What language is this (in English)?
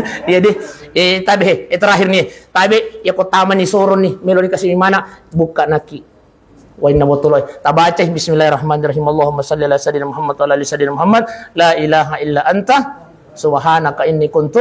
Buginese